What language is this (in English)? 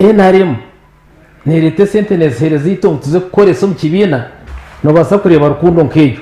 Nyankole